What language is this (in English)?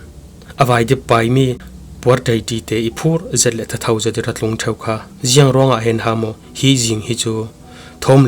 Falam Chin